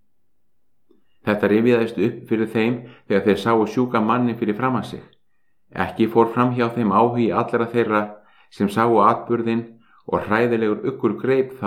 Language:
Icelandic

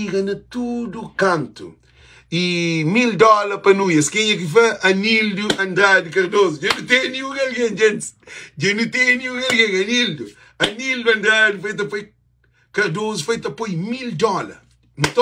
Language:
Kabuverdianu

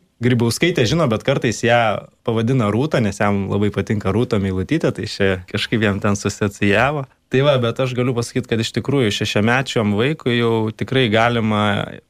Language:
Lithuanian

